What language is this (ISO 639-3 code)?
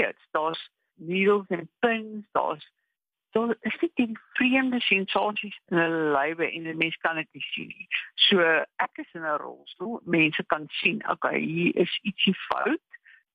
afr